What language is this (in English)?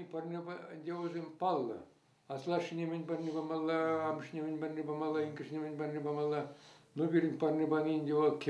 Chuvash